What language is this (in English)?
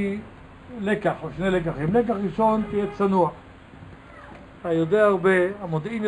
Hebrew